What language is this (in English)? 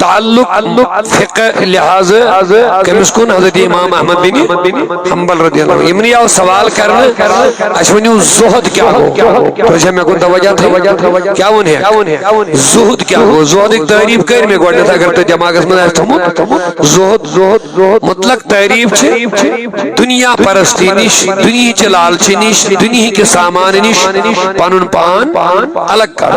Kashmiri